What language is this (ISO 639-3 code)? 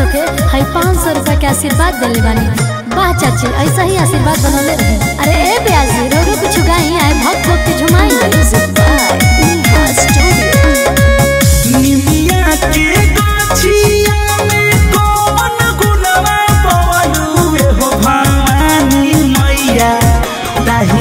bho